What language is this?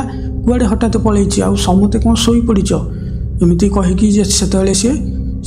Odia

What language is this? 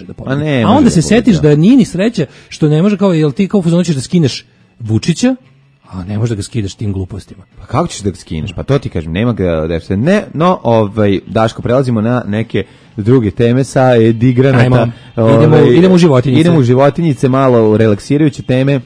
Serbian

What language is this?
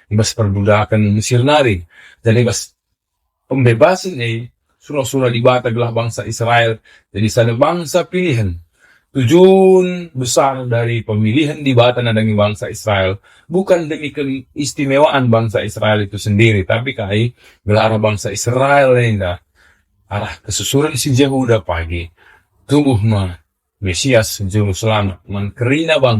Batak Karo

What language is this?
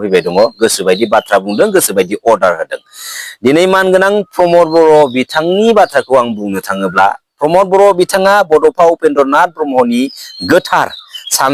Bodo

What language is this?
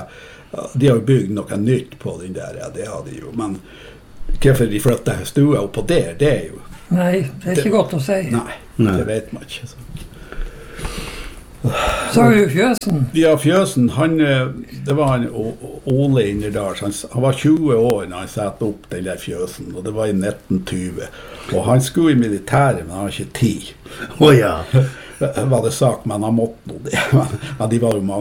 Norwegian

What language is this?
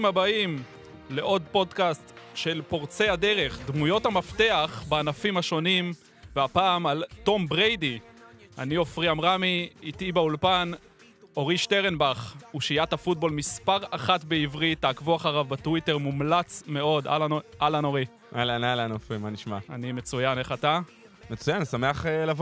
Hebrew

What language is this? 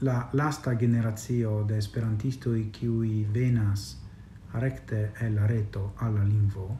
Esperanto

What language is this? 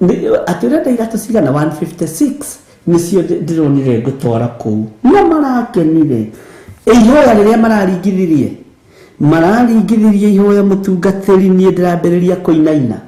Kikuyu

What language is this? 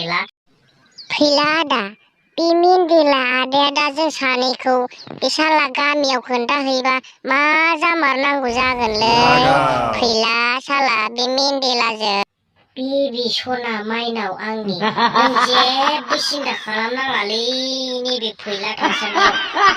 Bodo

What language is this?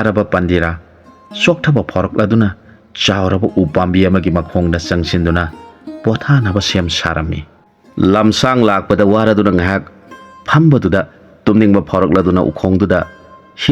Manipuri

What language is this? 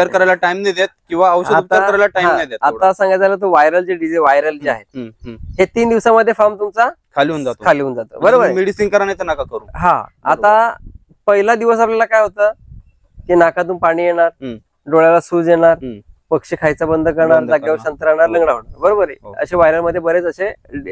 Marathi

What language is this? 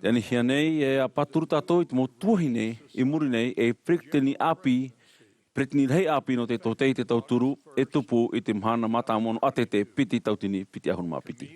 Tahitian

